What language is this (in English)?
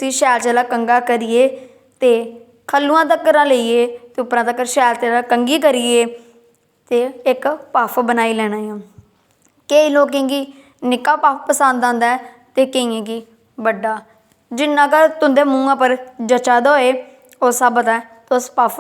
Dogri